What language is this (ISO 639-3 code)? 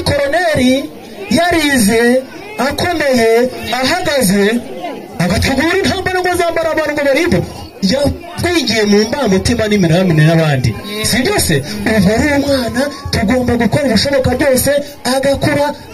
kin